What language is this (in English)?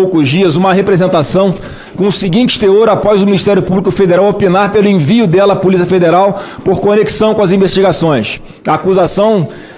Portuguese